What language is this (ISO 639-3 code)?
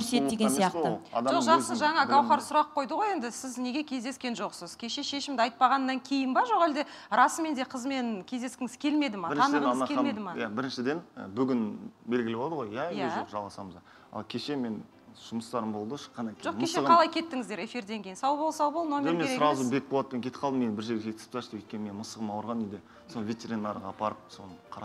kaz